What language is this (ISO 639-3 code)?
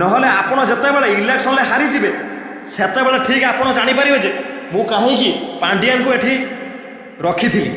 ori